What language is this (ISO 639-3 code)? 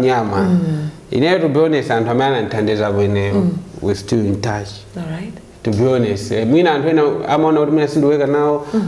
nya